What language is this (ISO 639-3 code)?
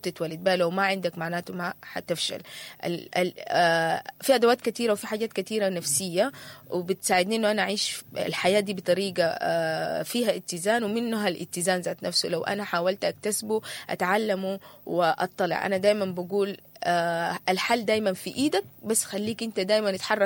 apd